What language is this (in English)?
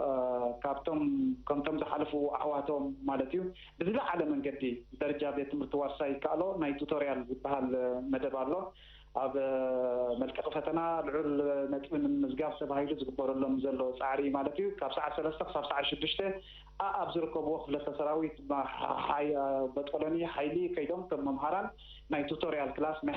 Tigrinya